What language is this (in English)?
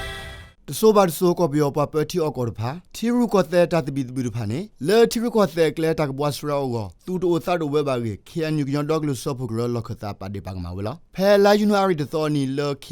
S'gaw Karen